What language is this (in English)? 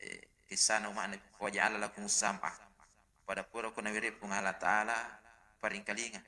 Buginese